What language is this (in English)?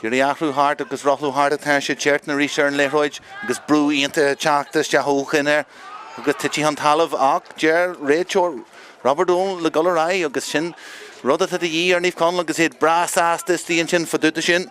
Irish